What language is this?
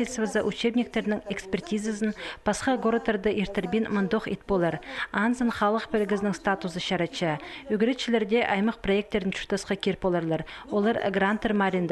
Khakas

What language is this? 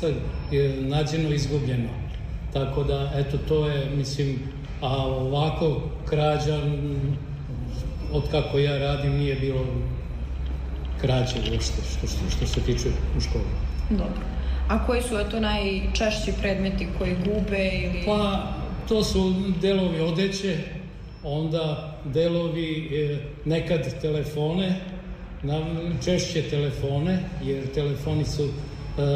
Serbian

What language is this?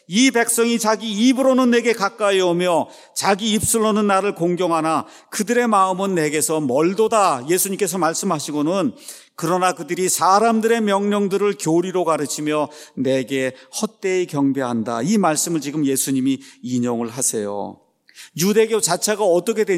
Korean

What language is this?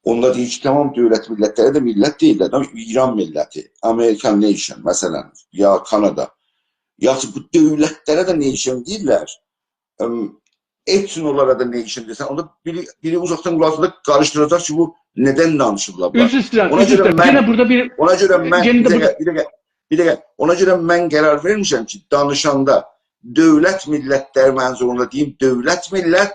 South Azerbaijani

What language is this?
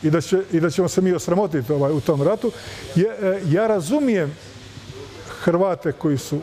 Croatian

